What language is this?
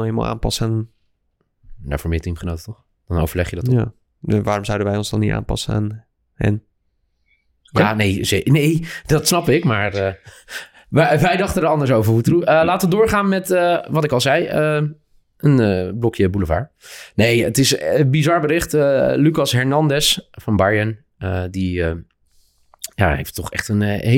Dutch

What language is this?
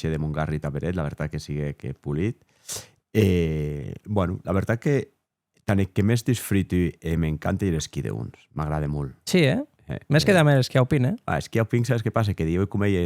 Occitan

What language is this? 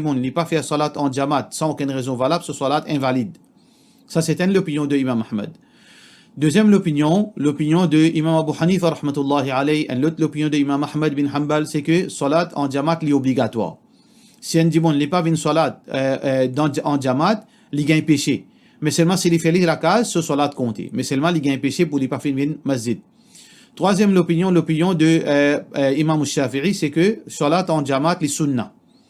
Morisyen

